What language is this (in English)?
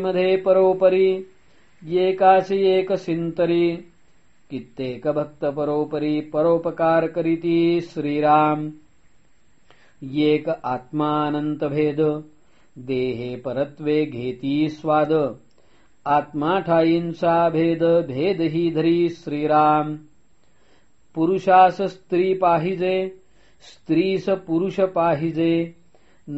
Marathi